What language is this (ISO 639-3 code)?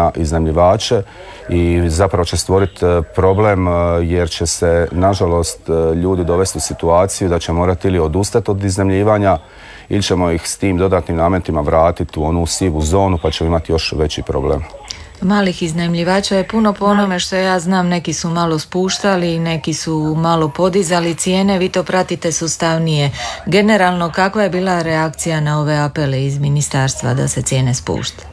hrv